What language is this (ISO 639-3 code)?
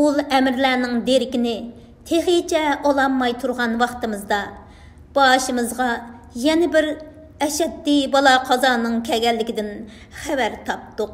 uig